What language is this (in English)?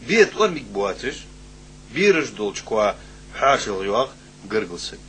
Ingush